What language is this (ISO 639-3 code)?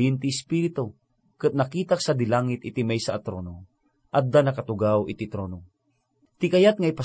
ilo